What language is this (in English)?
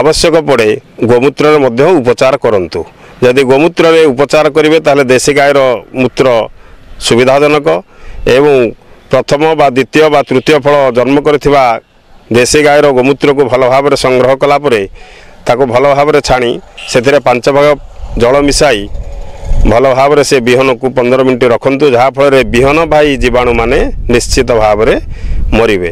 Odia